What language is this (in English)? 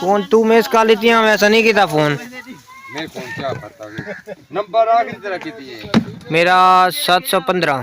Saraiki